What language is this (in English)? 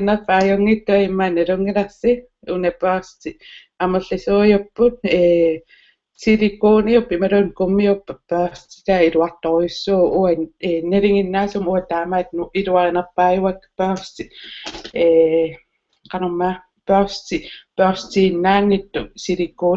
Kalaallisut